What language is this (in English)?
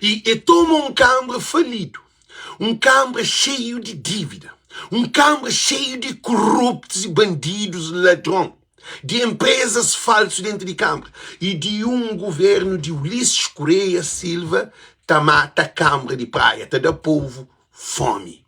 Kabuverdianu